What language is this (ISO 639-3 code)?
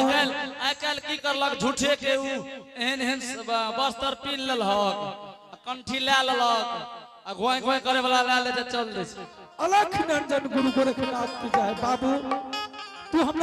anp